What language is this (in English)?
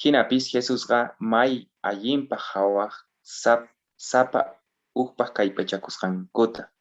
South Bolivian Quechua